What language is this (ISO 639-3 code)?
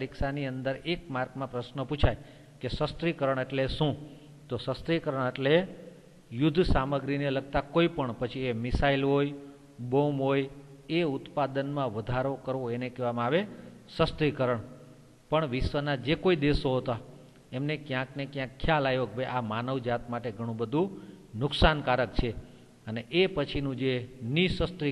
guj